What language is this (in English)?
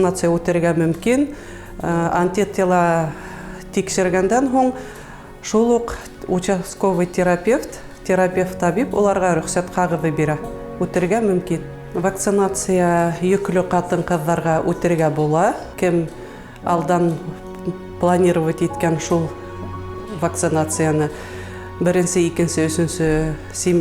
Bashkir